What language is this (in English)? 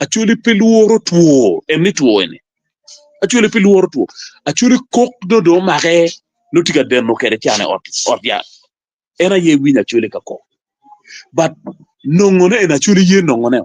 Acoli